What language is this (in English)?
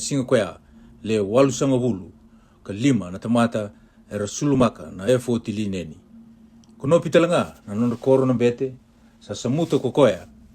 Fijian